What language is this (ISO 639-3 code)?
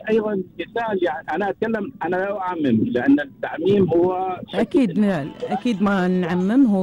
afb